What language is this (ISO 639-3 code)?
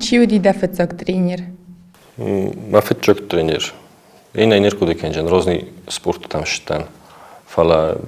oss